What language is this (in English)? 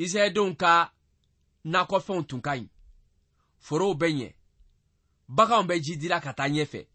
Bambara